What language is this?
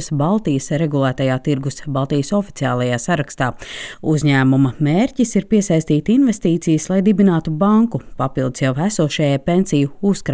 Latvian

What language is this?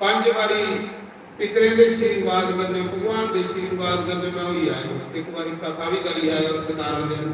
Dogri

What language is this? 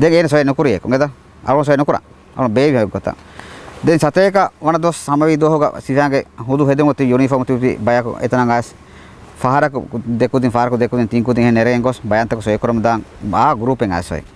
Divehi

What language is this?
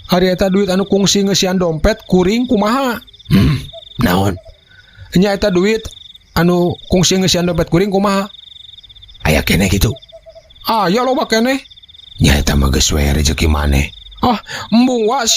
Sundanese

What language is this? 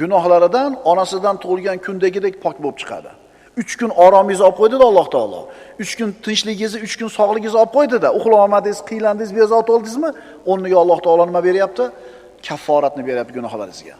Uzbek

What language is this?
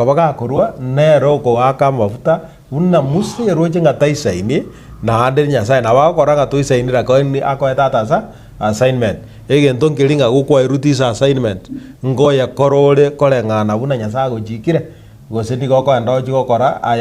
Gusii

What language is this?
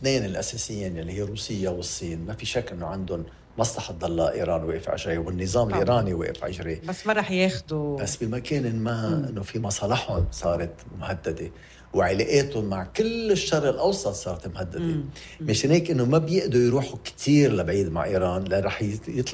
North Levantine Arabic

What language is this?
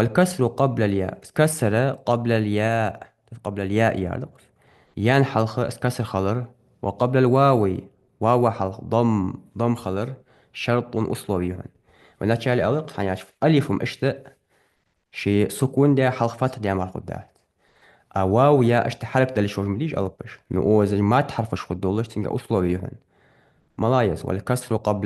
Ingush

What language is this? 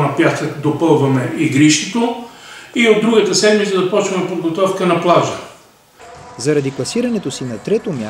Bulgarian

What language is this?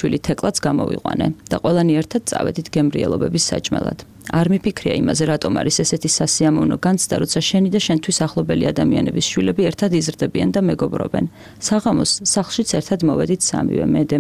Georgian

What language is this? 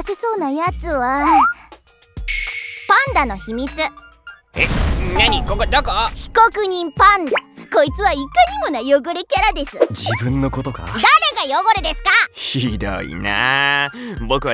Japanese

